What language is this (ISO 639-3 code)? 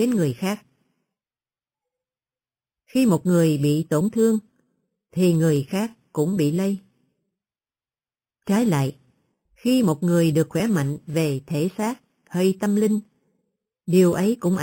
vie